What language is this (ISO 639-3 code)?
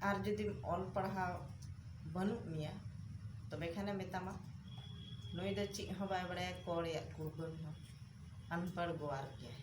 sat